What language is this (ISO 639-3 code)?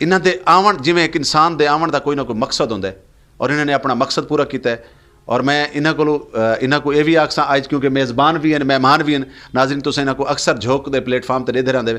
skr